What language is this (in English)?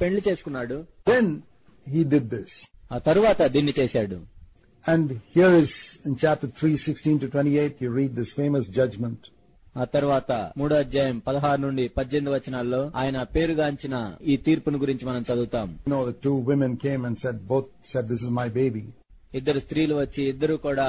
Telugu